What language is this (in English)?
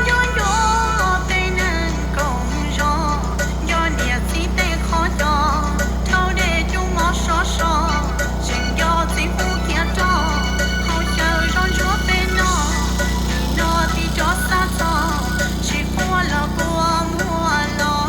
Hmong